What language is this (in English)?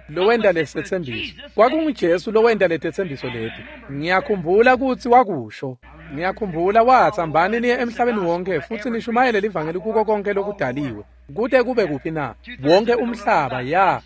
Swati